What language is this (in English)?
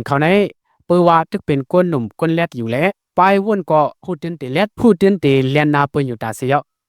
Shan